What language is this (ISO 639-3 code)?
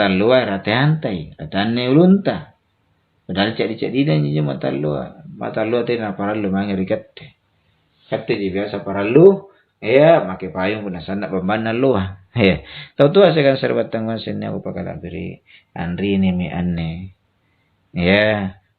mak